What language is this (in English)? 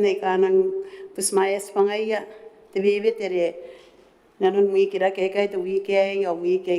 Gilbertese